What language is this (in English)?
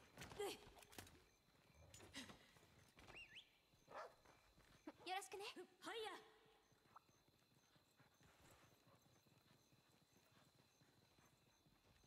Japanese